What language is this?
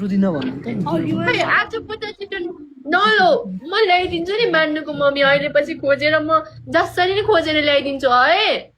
Nepali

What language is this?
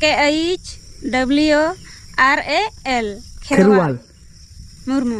Santali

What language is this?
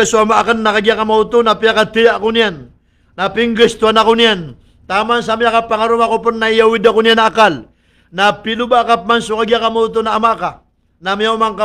Maranao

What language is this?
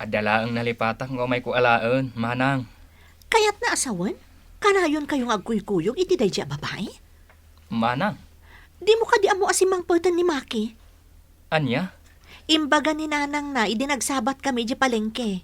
Iloko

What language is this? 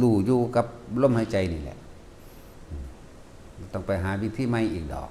Lao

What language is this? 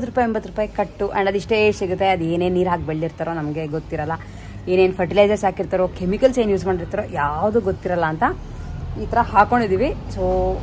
Kannada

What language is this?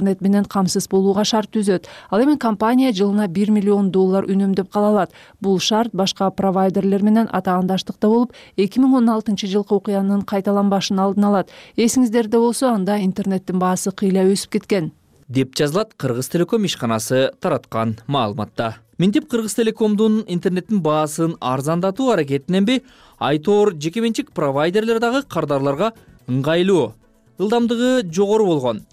Kyrgyz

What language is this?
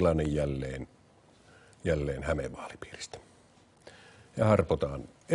Finnish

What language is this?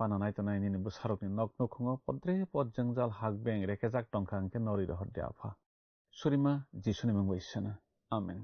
Kok Borok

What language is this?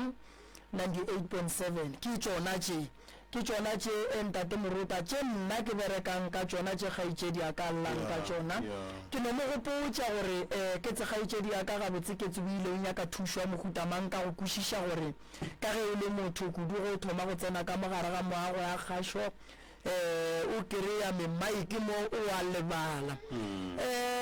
Northern Sotho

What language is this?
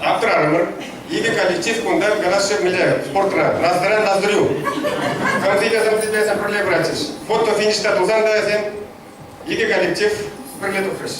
Chuvash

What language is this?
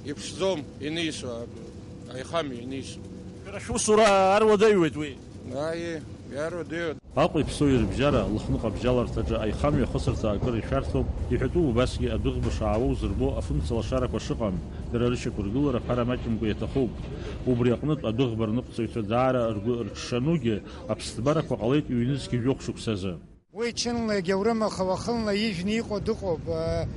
Abkhazian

